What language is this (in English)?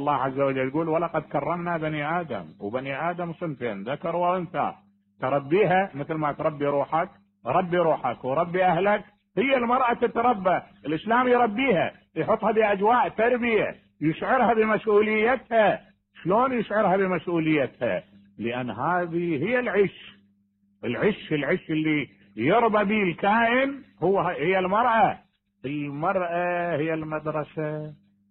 Mesopotamian Arabic